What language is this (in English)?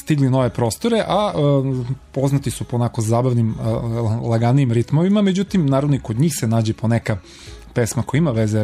Serbian